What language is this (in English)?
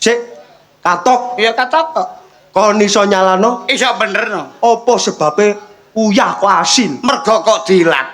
Javanese